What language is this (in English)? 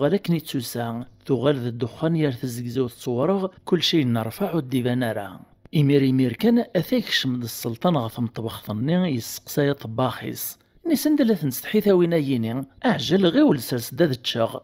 Kabyle